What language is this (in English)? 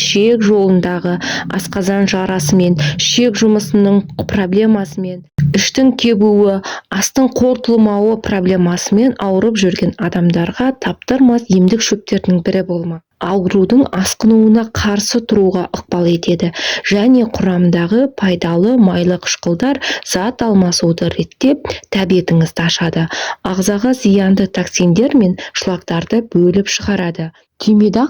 Kazakh